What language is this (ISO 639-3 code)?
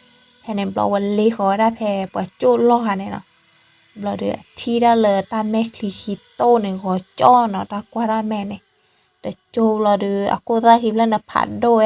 ksw